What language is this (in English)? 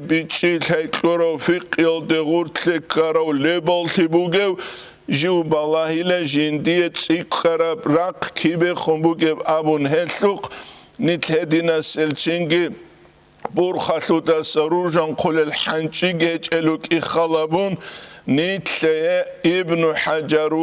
Avaric